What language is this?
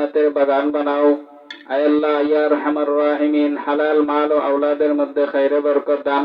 Sylheti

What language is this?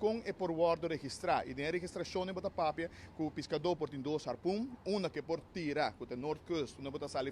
Papiamento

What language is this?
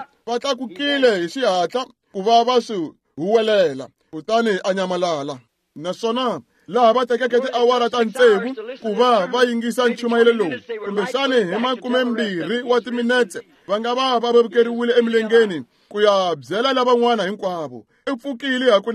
Tsonga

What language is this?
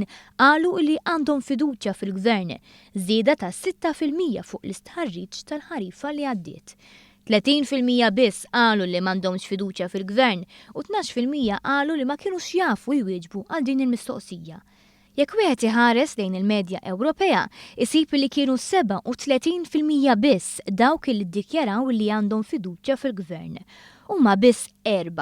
Maltese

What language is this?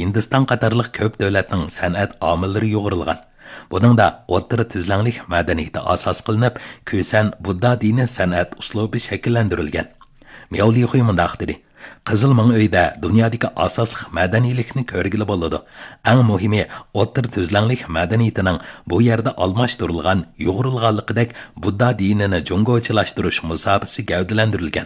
Uyghur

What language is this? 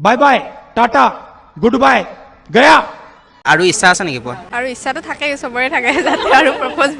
Assamese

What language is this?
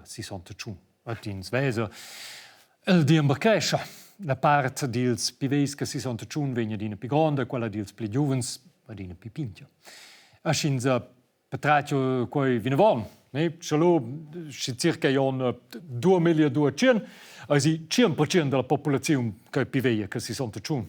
Romansh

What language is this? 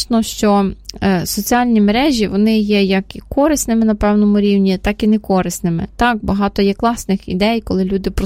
Ukrainian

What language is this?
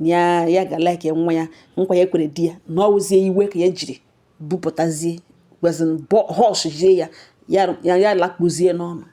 Igbo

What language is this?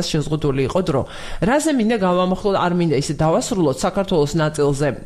Georgian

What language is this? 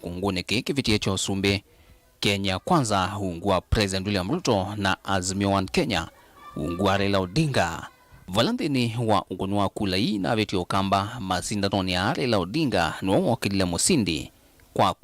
Kamba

